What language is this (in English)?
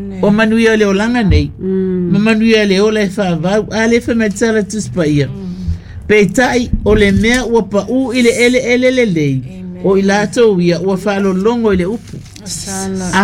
Samoan